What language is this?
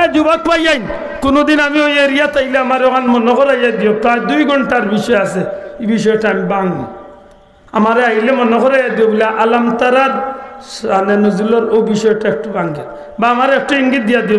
Sylheti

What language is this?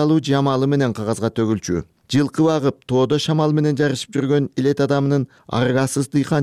Kyrgyz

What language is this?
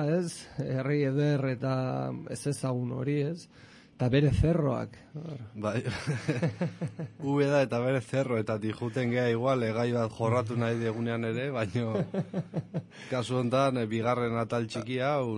Basque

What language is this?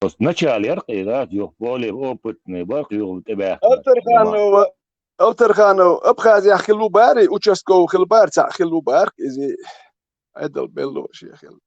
Chechen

